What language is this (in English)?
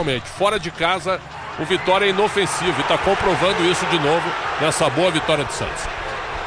Portuguese